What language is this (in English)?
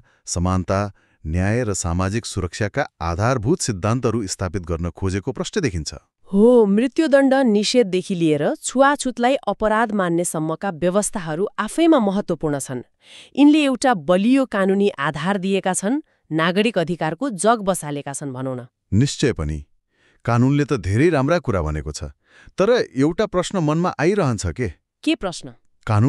Nepali